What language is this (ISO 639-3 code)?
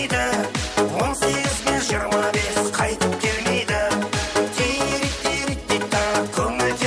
kaa